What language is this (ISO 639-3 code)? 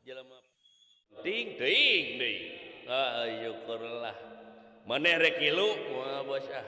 sun